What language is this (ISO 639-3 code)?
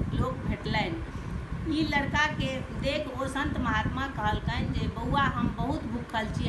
mai